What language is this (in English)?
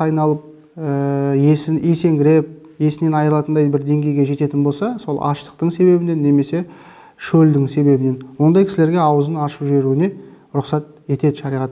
Kazakh